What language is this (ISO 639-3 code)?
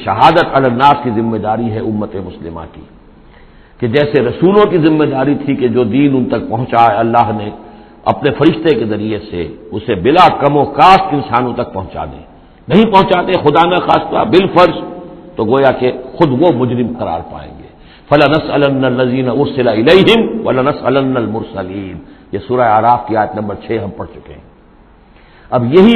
urd